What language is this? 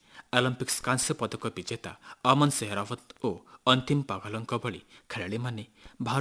Odia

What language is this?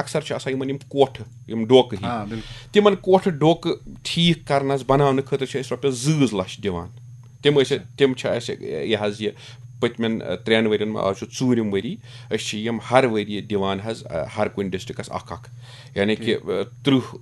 Kashmiri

